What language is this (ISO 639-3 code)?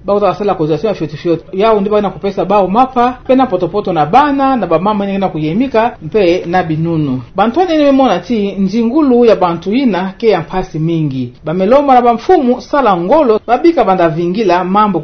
ktu